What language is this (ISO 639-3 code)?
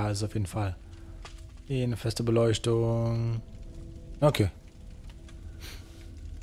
deu